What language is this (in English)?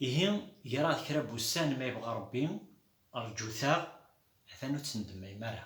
Kabyle